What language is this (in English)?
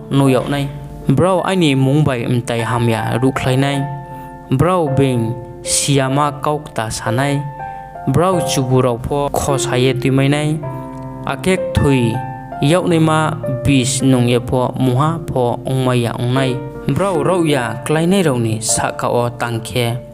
Riang (India)